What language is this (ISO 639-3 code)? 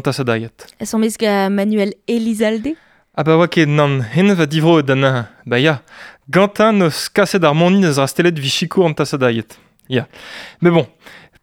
bre